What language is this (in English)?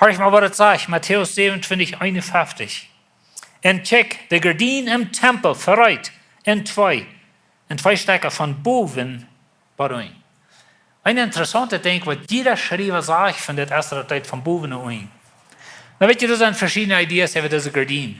Plautdietsch